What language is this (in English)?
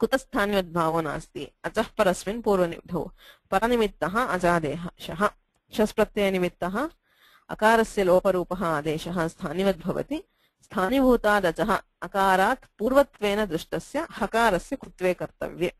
Sanskrit